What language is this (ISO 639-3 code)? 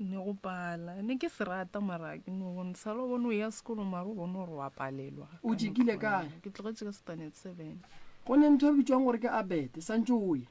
nso